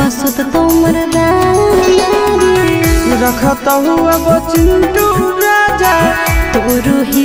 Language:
Magahi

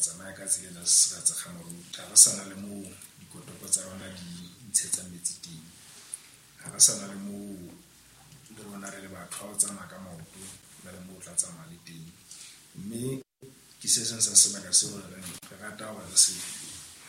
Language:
Southern Sotho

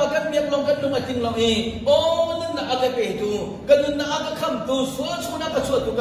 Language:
Hakha Chin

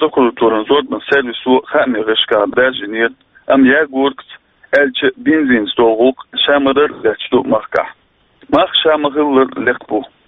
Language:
Chechen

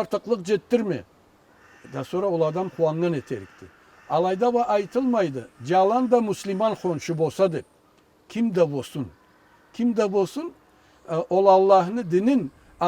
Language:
Karachay-Balkar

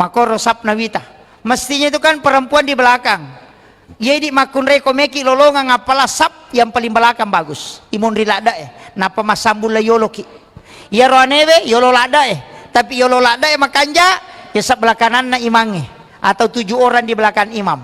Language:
Buginese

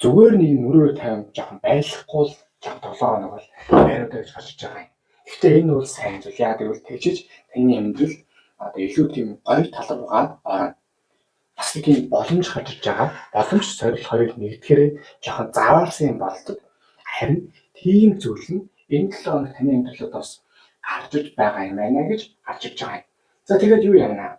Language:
Mongolian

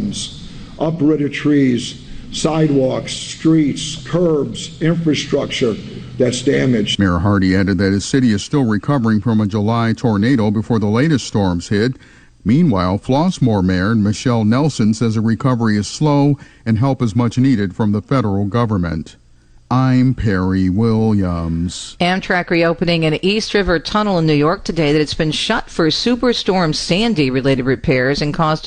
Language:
English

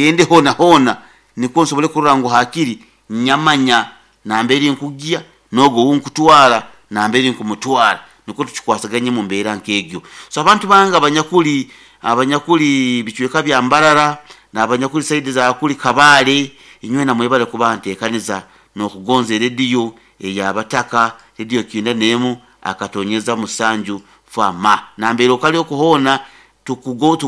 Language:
Nyoro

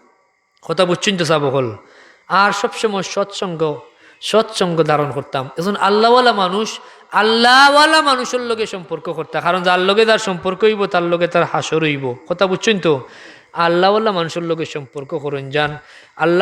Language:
Sylheti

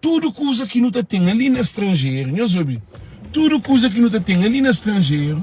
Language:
Kabuverdianu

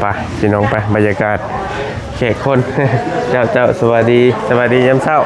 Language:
Northeastern Thai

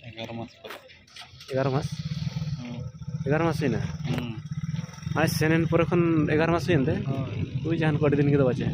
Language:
Santali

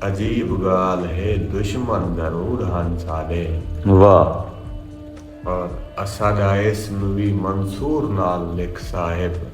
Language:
Saraiki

